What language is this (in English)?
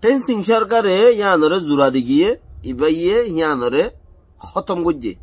Rohingya